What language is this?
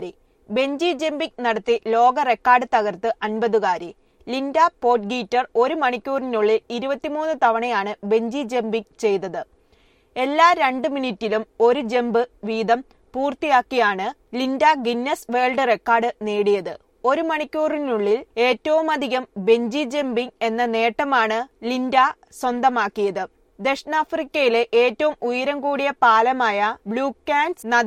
Malayalam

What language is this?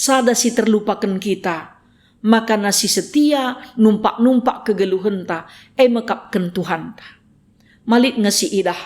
Batak Karo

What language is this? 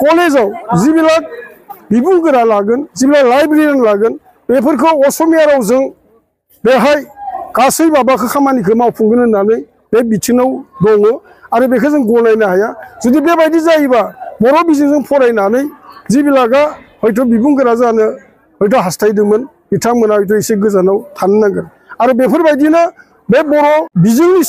Bodo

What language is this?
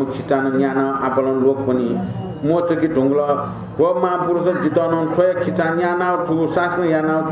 Newari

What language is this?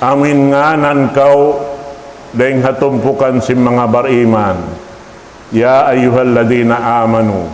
Tausug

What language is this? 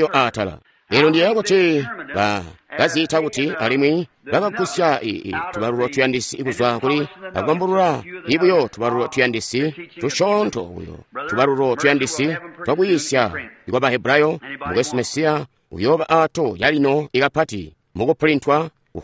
Tonga (Zambia)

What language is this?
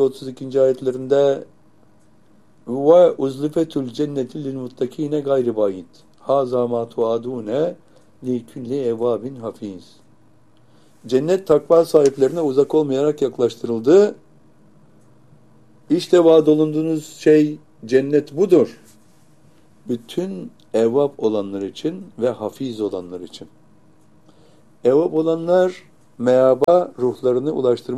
Turkish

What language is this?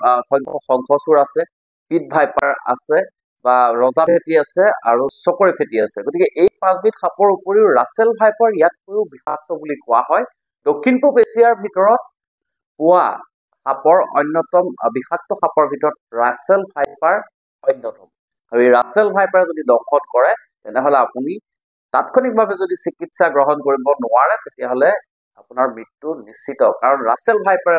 Assamese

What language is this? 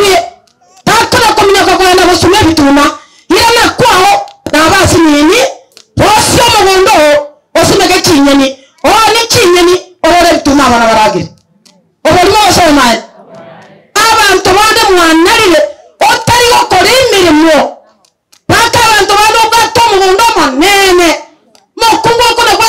Gusii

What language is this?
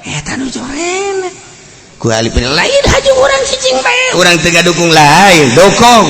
Sundanese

